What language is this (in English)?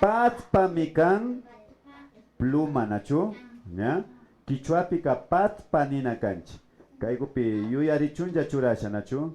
Imbabura Highland Quichua